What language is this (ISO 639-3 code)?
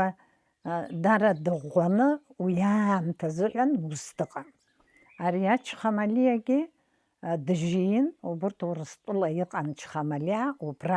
abk